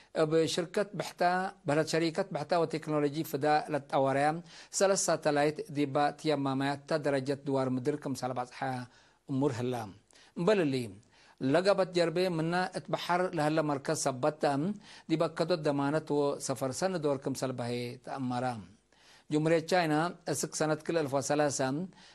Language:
Tigre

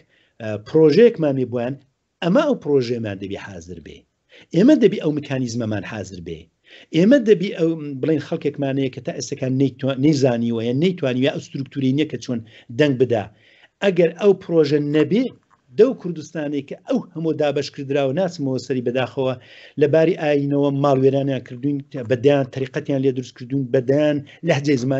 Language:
Central Kurdish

